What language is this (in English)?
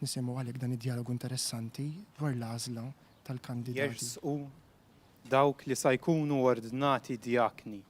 Maltese